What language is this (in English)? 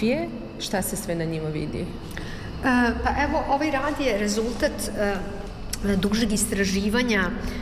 Serbian